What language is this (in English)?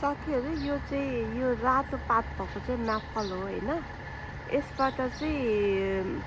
Nepali